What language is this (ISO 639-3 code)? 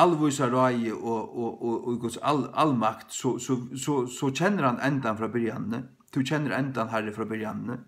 fao